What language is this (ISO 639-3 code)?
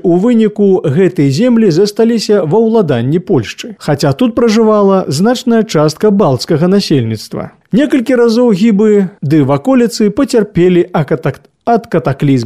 bel